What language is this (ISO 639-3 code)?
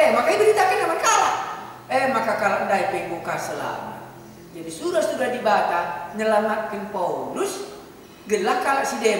btx